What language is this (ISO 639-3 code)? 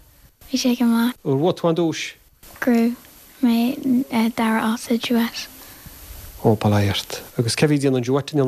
gle